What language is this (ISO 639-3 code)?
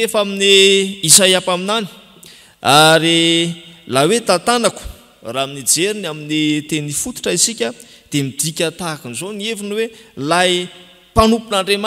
mlg